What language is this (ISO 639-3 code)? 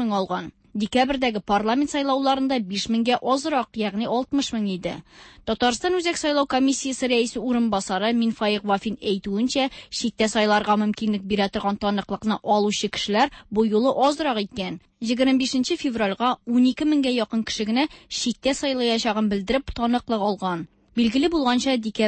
tat